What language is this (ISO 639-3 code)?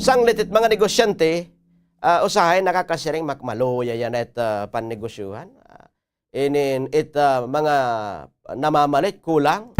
war